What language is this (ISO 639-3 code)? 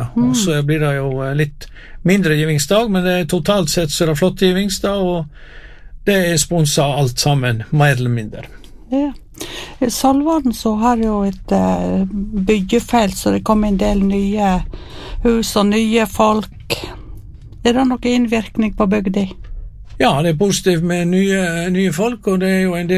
nor